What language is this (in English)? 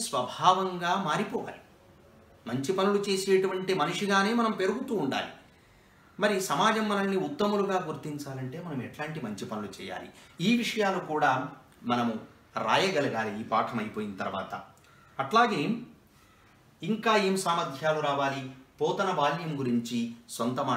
Telugu